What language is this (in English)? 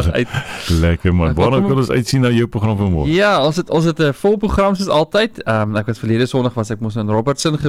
Afrikaans